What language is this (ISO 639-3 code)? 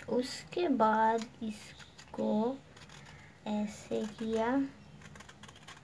hin